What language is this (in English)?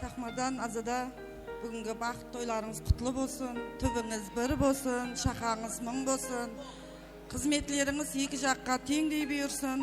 Kara-Kalpak